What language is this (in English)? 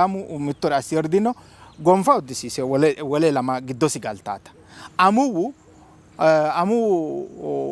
Sidamo